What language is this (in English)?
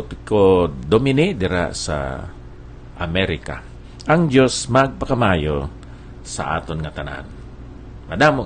Hiligaynon